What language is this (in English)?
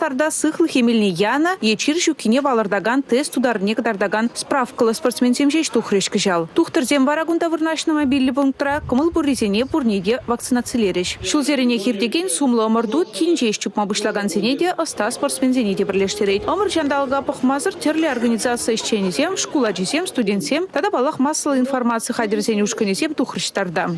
Chuvash